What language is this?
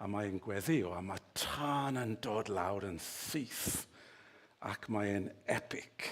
Welsh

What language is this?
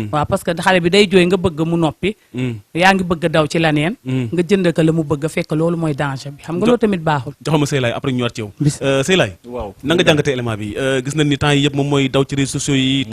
Wolof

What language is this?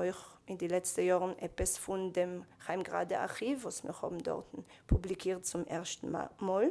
Yiddish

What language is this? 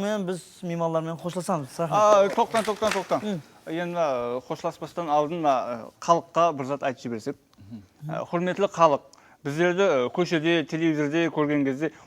Kara-Kalpak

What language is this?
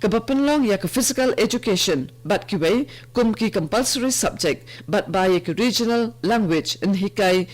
Khasi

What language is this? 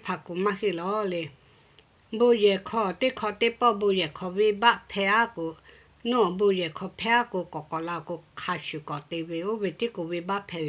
Lahu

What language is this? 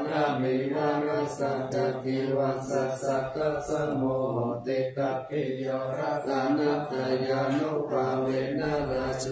Pali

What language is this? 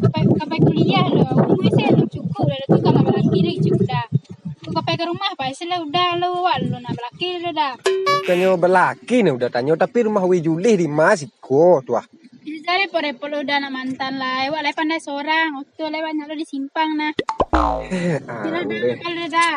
Minangkabau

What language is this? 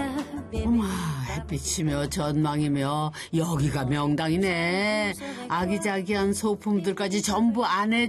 Korean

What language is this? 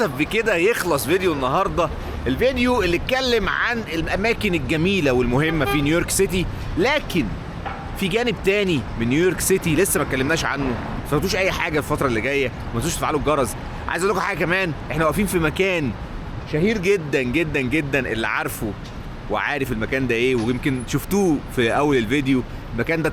Egyptian Arabic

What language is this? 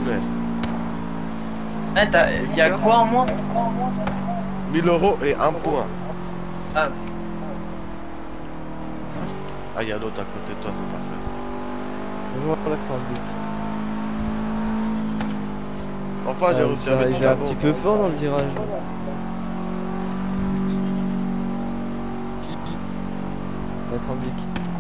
French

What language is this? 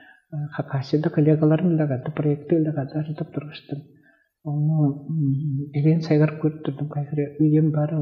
Tuvinian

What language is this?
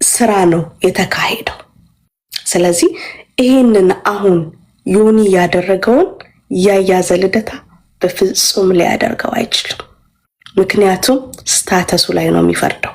Amharic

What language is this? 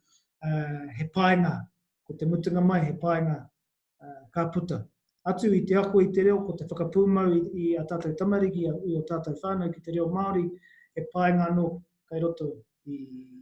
Māori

